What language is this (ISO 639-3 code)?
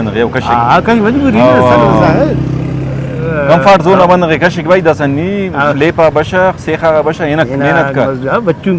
brh